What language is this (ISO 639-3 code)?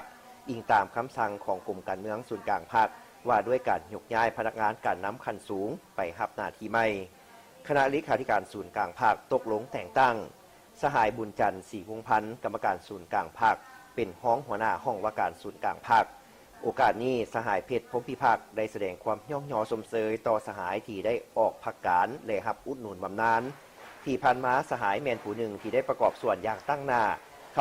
lao